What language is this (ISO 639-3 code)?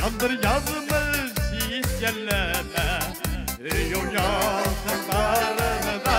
bak